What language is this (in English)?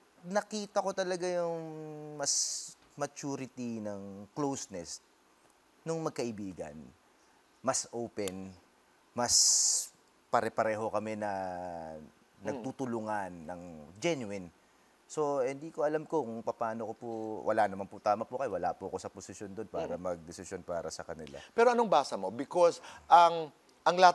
Filipino